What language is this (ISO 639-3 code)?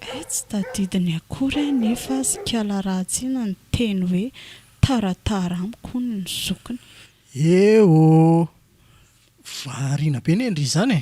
mlg